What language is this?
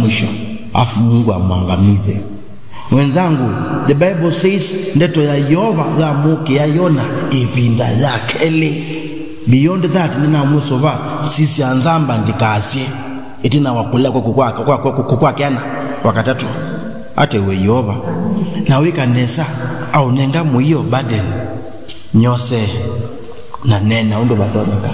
Kamba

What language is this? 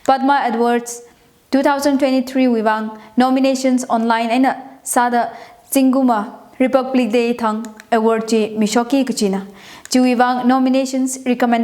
Tangkhul Naga (India)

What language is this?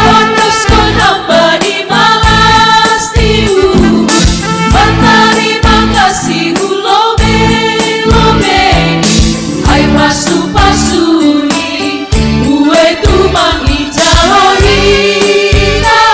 Batak Simalungun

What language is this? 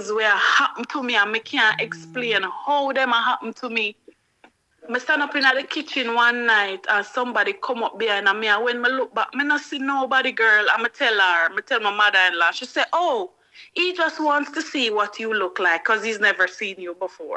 Jamaican Creole English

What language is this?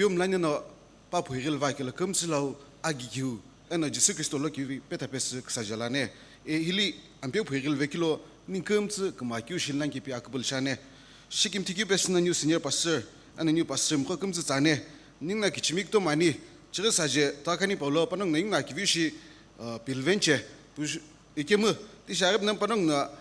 Sumi Naga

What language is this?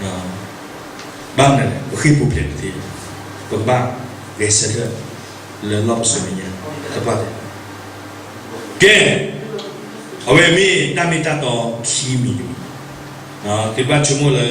S'gaw Karen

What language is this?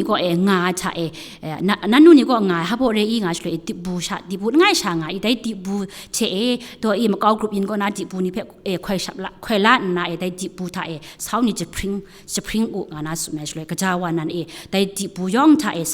Kachin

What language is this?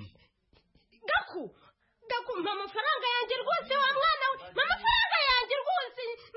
Kinyarwanda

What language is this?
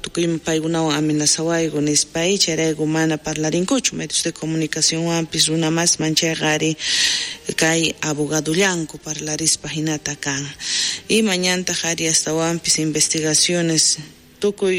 South Bolivian Quechua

